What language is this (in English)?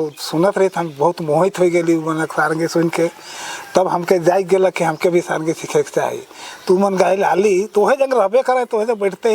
Sadri